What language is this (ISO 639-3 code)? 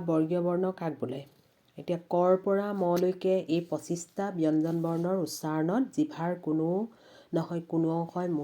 asm